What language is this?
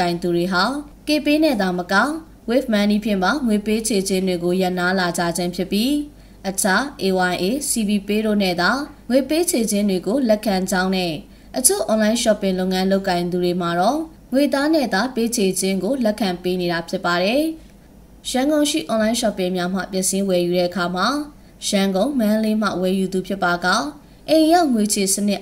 Burmese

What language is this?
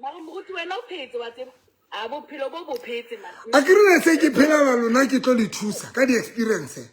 Southern Sotho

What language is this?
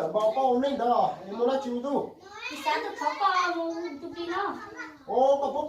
Hmong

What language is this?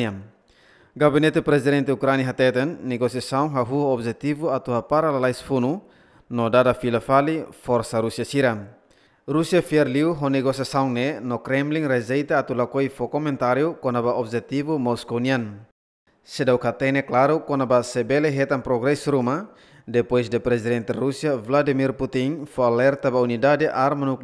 Tetum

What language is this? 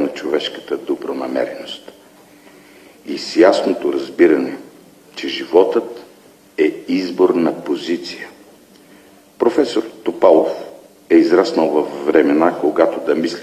Bulgarian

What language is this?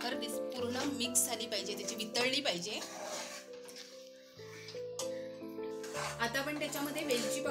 Marathi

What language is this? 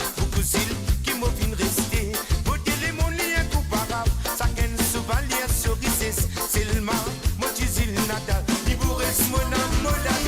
Morisyen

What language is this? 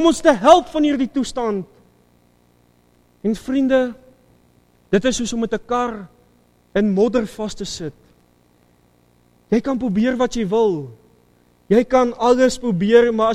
Afrikaans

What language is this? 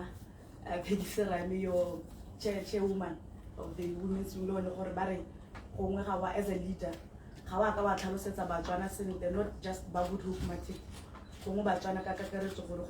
Tswana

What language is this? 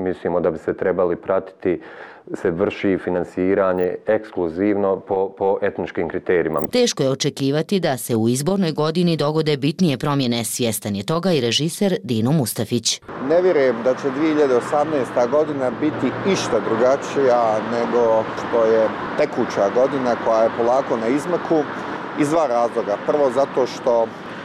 Bosnian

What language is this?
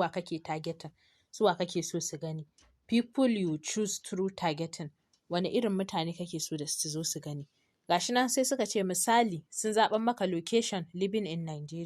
Hausa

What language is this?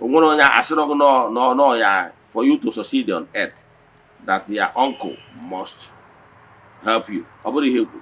Igbo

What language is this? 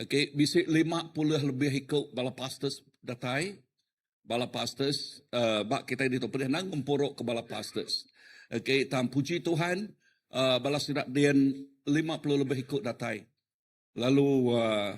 Iban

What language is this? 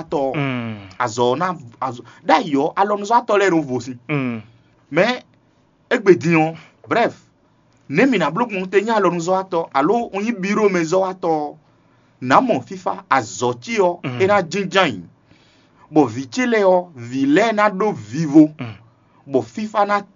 Fon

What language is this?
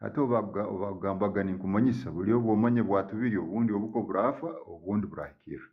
Tooro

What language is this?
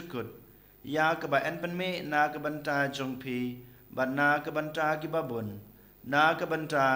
Khasi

